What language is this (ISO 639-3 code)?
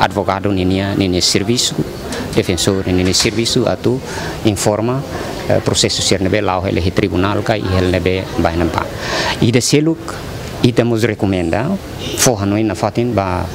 tet